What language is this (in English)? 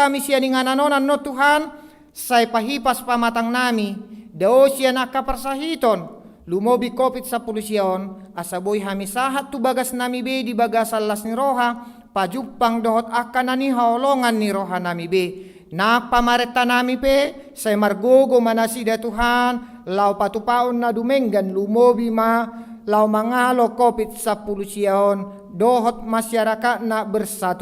Batak Toba